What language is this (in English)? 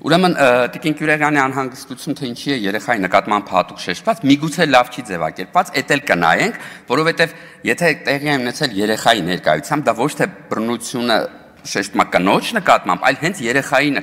Armenian